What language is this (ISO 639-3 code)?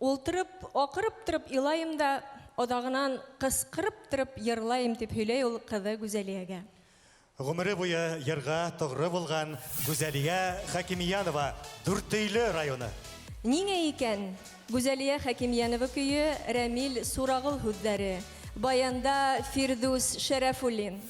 bak